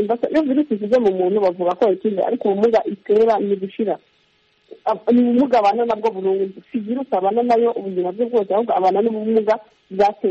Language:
Kinyarwanda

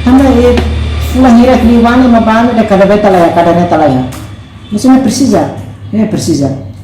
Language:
Tetum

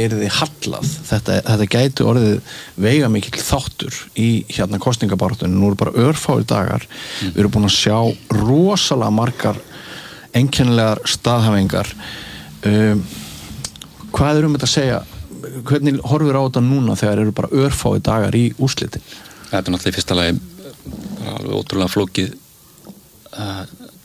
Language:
Icelandic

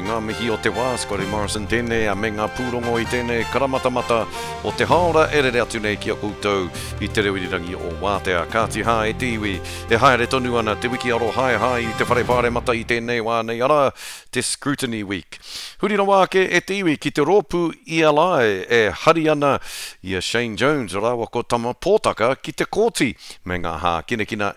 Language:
Māori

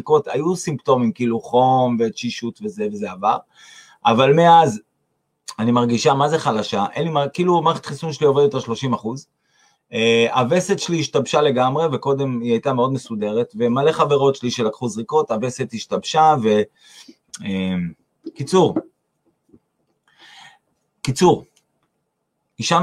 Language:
Hebrew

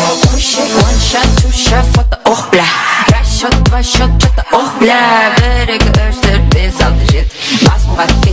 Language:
Kara-Kalpak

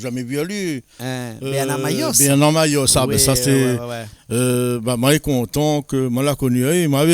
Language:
Réunion Creole French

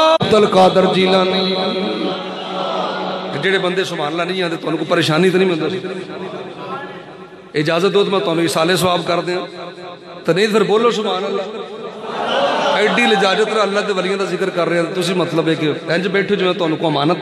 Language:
Western Panjabi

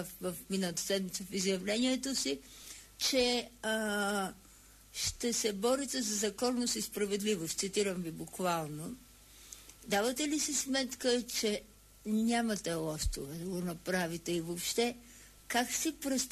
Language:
Bulgarian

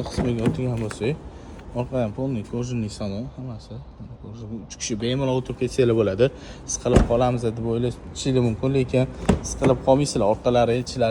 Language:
Uzbek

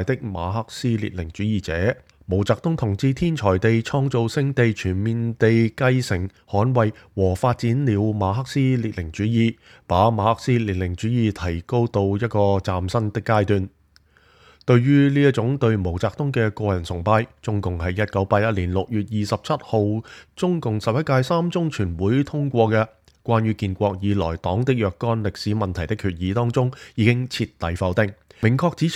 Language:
Cantonese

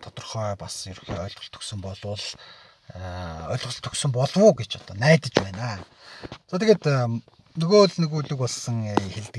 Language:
Mongolian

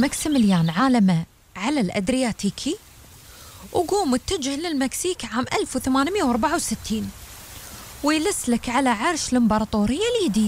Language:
Gulf Arabic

